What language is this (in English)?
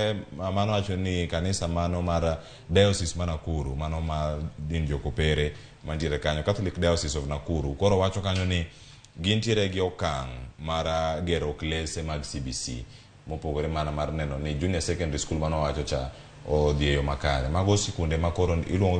Luo (Kenya and Tanzania)